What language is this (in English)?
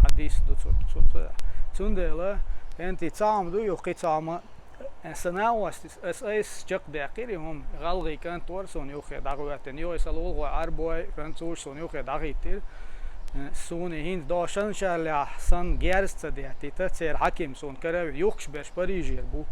Chechen